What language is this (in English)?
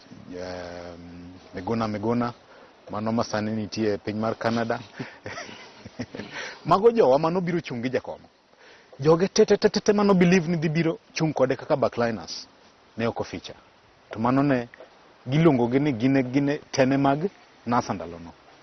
Luo (Kenya and Tanzania)